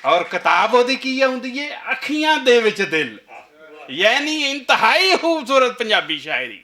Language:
Western Panjabi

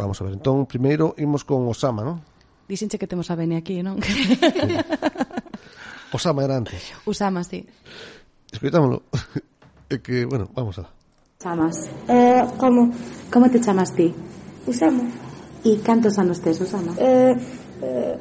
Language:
Galician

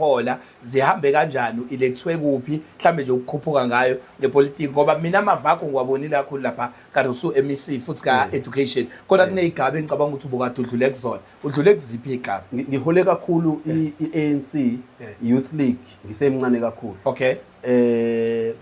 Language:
Zulu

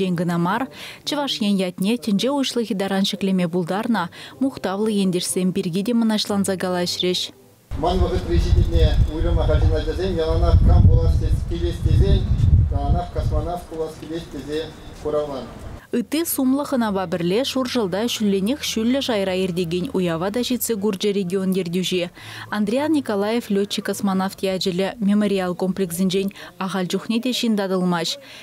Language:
Chuvash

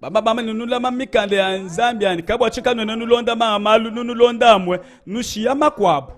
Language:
Luba-Lulua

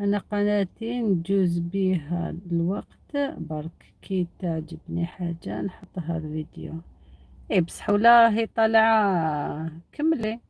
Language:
Algerian Arabic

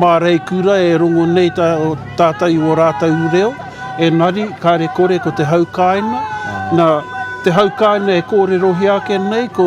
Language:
Māori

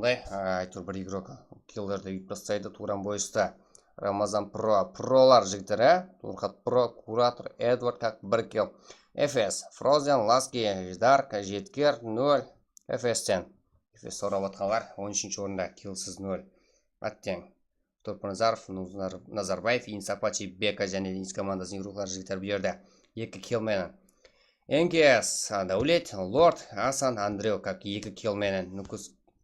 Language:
Kara-Kalpak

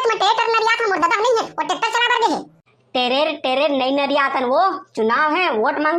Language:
Chhattisgarhi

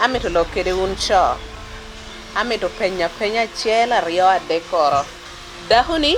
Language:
Lango (Uganda)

